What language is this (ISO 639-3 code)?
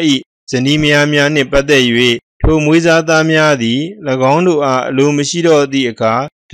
mya